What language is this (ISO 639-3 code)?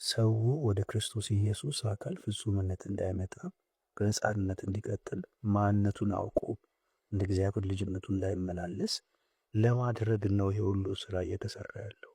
amh